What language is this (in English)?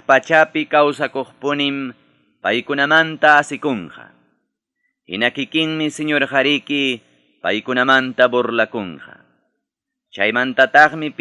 Ayacucho Quechua